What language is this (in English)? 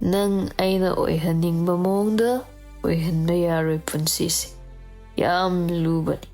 Manipuri